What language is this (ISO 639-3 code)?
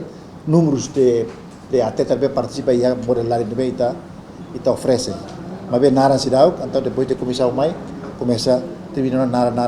tet